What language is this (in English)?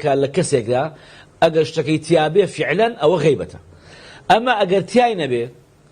Central Kurdish